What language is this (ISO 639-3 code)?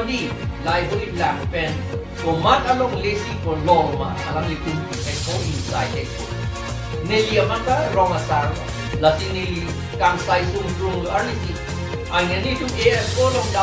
mjw